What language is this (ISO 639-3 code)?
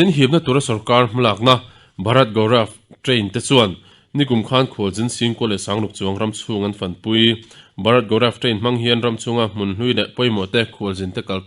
lus